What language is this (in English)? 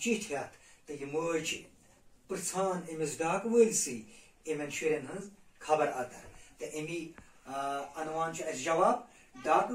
Kashmiri